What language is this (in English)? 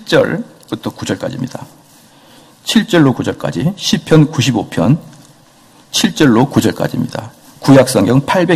Korean